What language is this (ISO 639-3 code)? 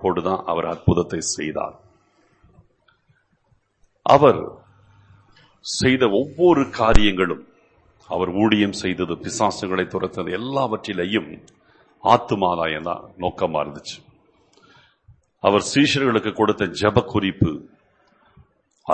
tam